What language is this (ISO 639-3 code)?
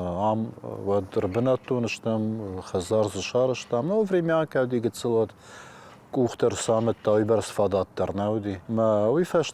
oss